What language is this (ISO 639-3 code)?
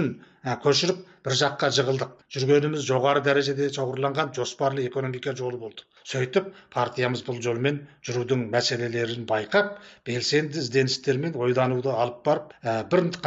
kaz